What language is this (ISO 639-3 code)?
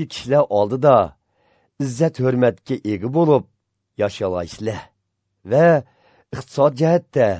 uig